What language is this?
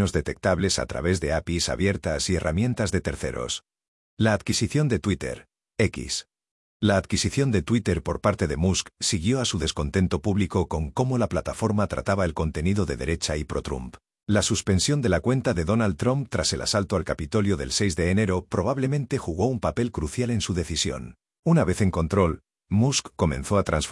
Spanish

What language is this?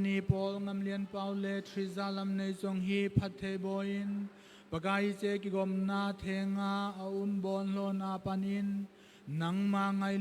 Thado Chin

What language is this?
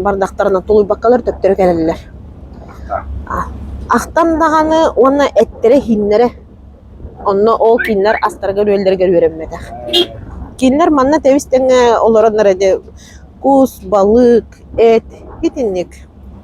Yakut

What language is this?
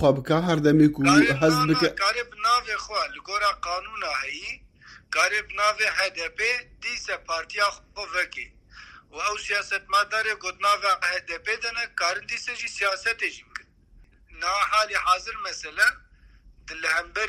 Kurdish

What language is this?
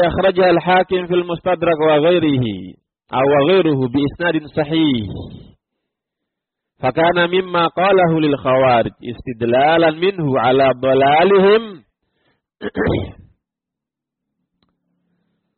Indonesian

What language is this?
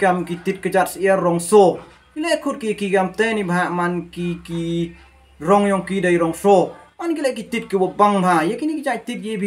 Khasi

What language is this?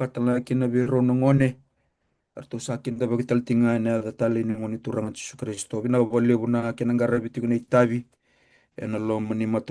Fijian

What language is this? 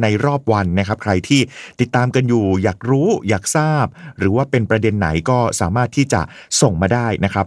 Thai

